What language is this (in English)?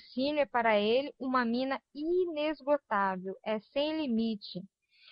Portuguese